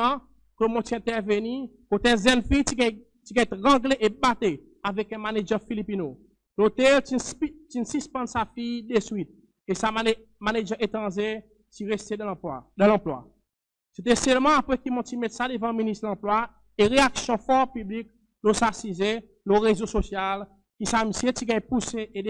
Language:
Seselwa Creole French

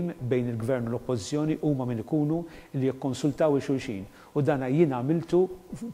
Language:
Maltese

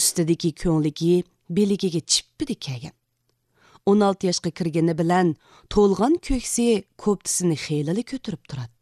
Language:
Uyghur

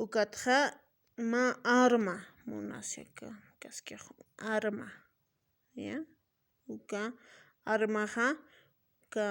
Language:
Aymara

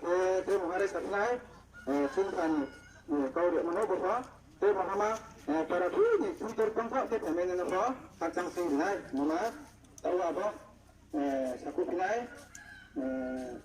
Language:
Riang (India)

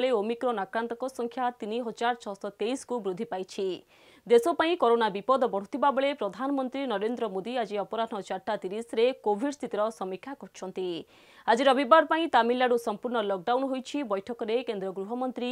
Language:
Odia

